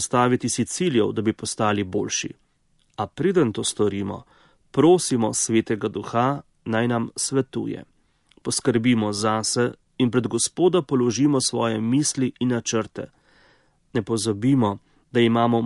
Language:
Slovenian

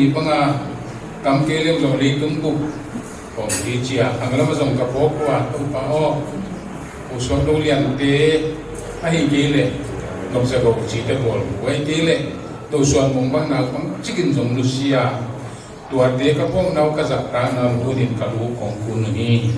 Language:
Tedim Chin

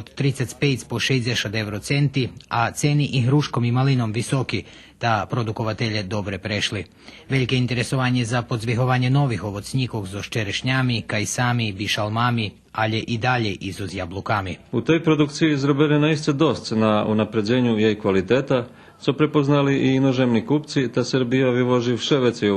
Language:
Rusyn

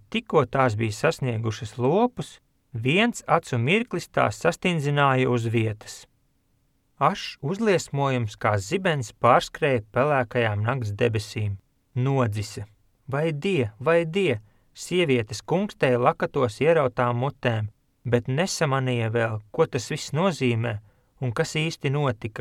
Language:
Latvian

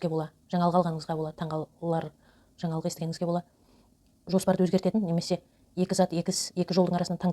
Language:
Kazakh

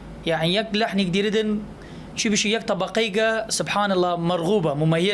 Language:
Southern Kurdish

